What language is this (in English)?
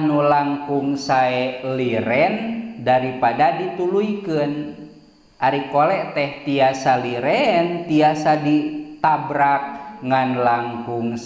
Sundanese